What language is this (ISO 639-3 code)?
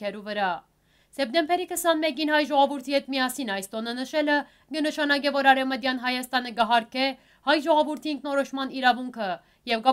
hyw